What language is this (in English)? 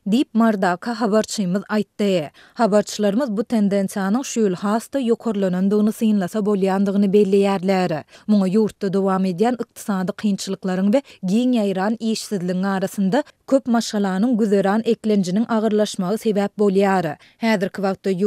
Turkmen